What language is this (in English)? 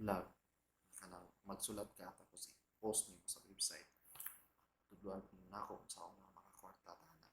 Cebuano